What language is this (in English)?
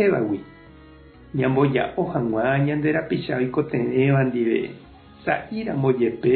Guarani